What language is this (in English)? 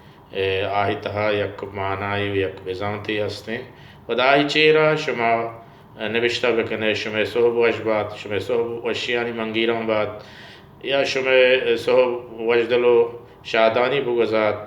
Baluchi